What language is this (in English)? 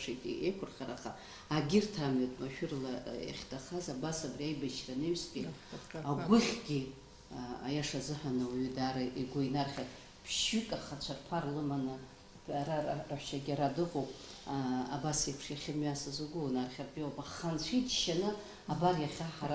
Abkhazian